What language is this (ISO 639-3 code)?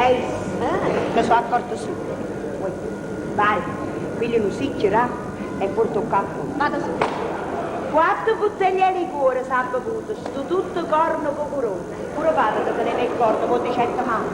nap